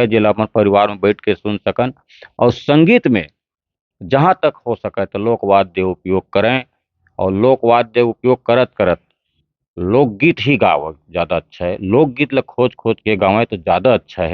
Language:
Chhattisgarhi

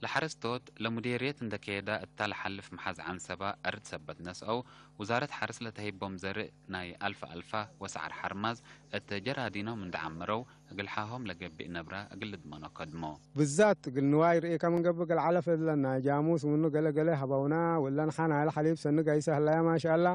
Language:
Tigre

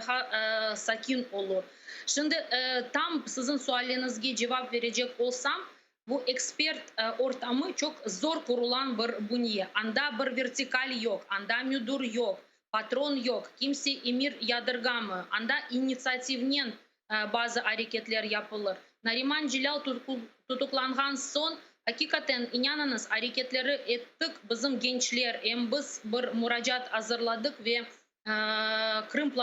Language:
Crimean Tatar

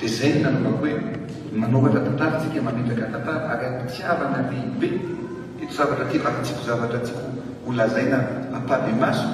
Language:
Malagasy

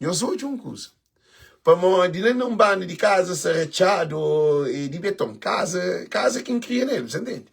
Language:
Kabuverdianu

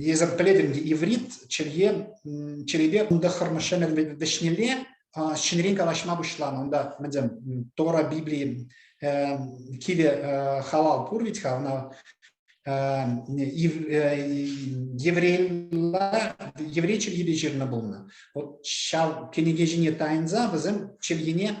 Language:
Chuvash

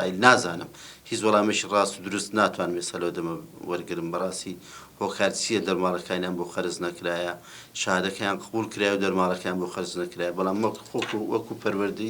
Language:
Central Kurdish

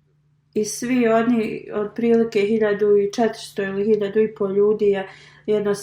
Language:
Bosnian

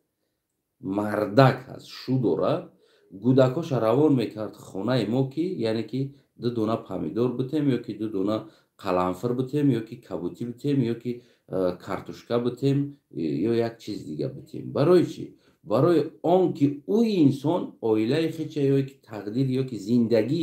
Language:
Tajik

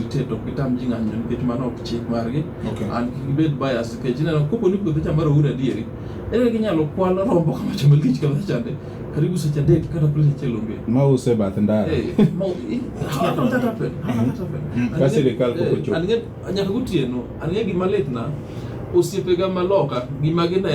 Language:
Luo (Kenya and Tanzania)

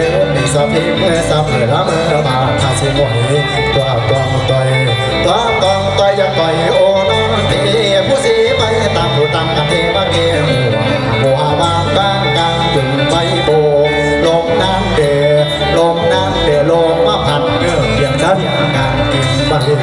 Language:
Northeastern Thai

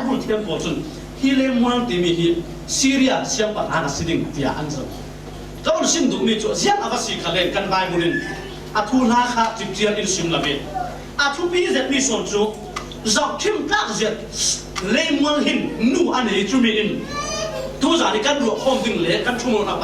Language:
Falam Chin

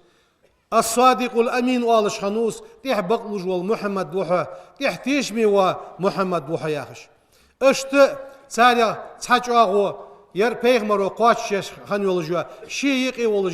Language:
Ingush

